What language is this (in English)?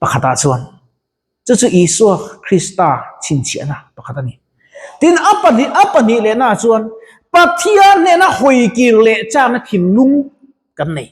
Mizo